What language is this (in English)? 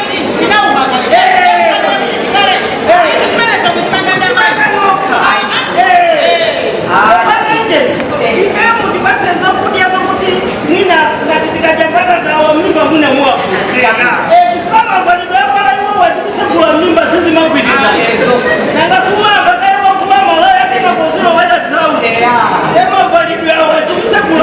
Nyanja